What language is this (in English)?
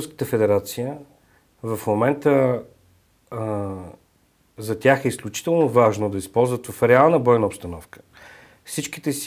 Bulgarian